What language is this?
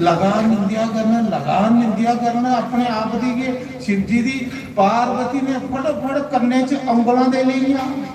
Dogri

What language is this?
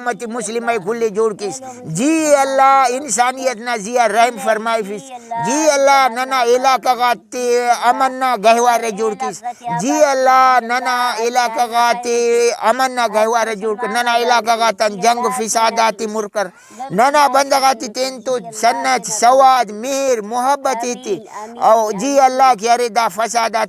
Brahui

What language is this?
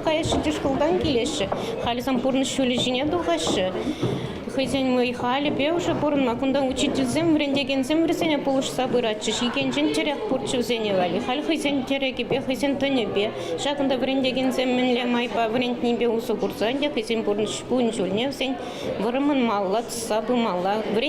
Chuvash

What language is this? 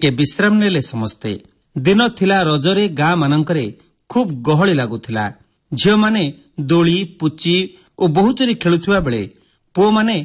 Odia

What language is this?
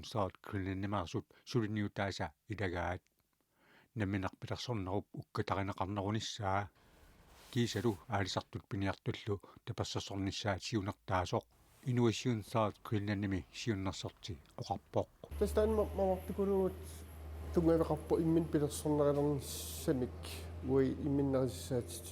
Kalaallisut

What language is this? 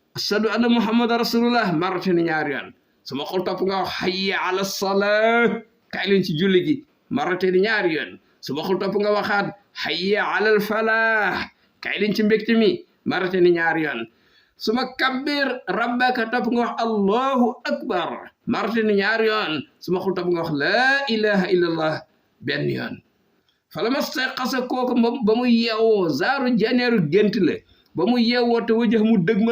Wolof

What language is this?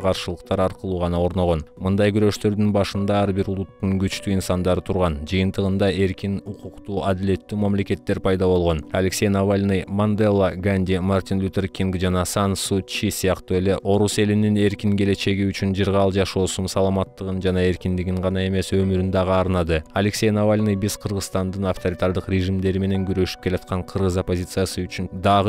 Kyrgyz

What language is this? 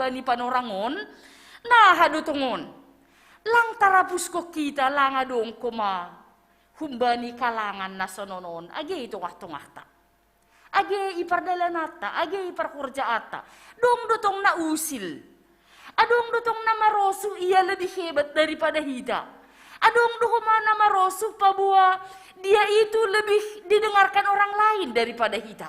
Batak Simalungun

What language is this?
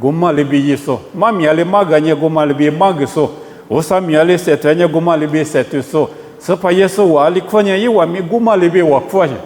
Lisu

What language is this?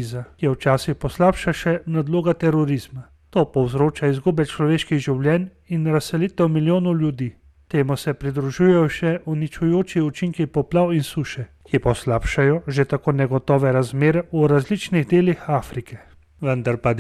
Slovenian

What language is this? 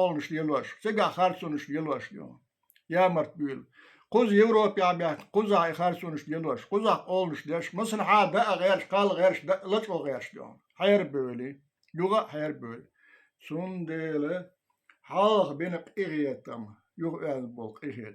Chechen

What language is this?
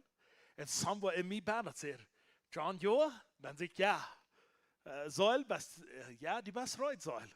Plautdietsch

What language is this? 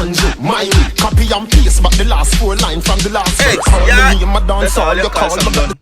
Jamaican Creole English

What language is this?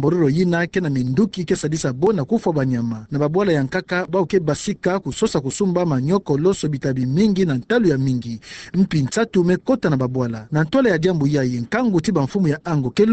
Kituba (Democratic Republic of Congo)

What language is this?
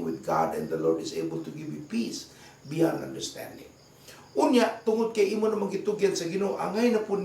Cebuano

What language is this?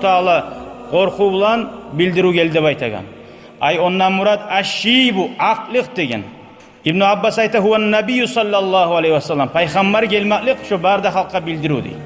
Kumyk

